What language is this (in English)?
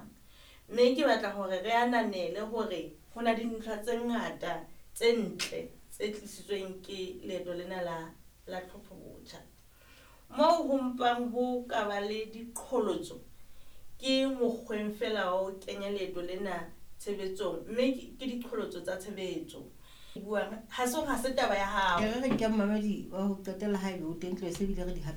Southern Sotho